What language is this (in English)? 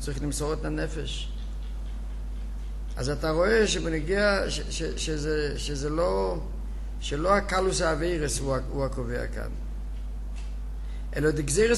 Hebrew